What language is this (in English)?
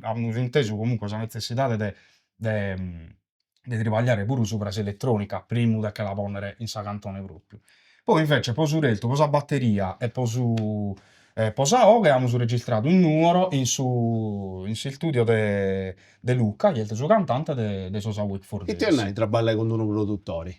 Sardinian